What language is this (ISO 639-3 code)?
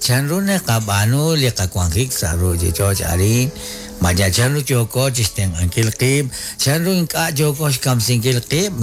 kek